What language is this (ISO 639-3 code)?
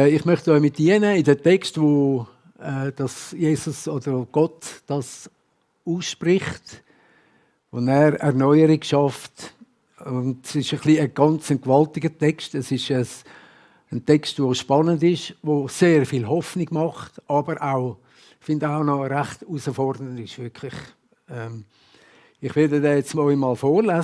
gsw